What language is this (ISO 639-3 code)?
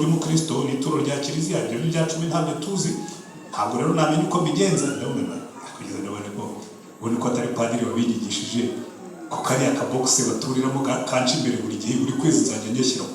kin